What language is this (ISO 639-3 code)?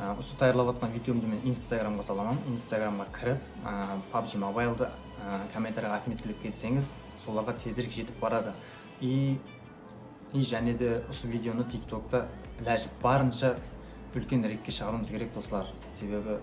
kaa